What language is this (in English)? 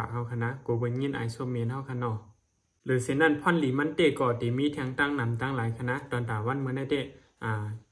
Shan